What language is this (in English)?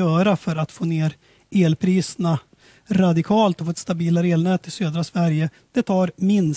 Swedish